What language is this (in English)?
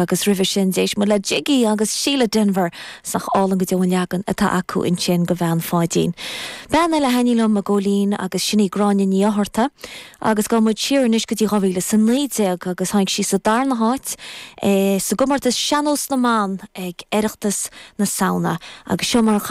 Irish